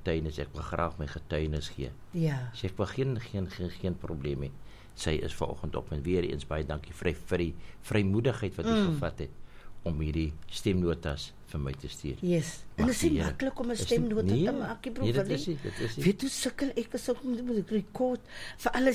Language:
Afrikaans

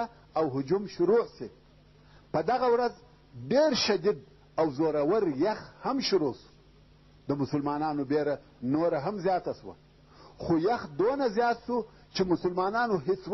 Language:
Pashto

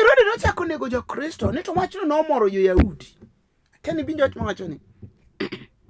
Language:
Luo (Kenya and Tanzania)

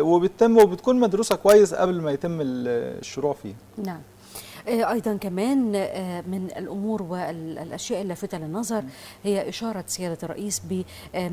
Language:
Egyptian Arabic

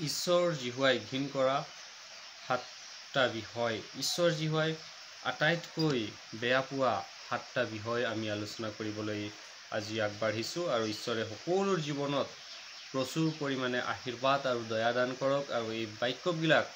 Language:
Assamese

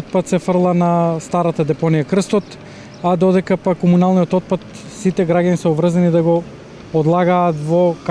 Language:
Macedonian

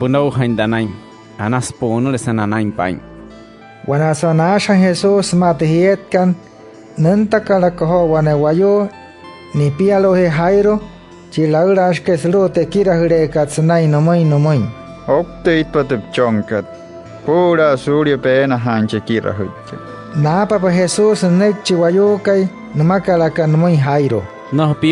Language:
Wayuu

